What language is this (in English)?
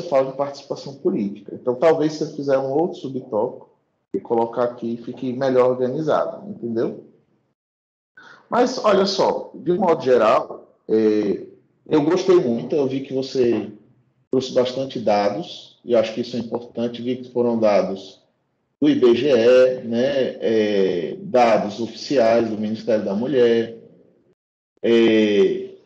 Portuguese